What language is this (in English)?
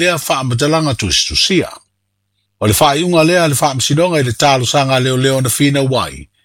Samoan